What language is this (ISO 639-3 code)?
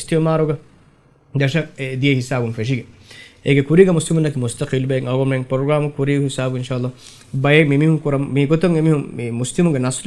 div